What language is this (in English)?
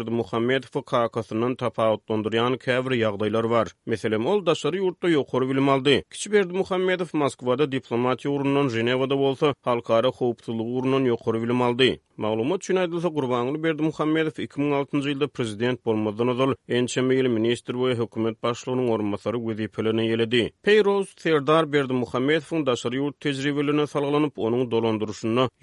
Turkmen